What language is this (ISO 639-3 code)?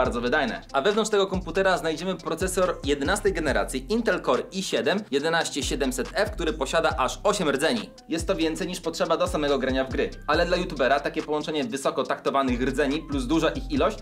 pol